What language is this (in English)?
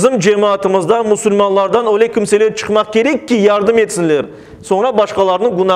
Crimean Tatar